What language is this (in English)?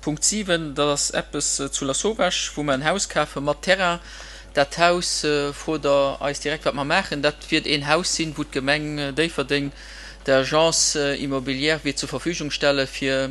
Luxembourgish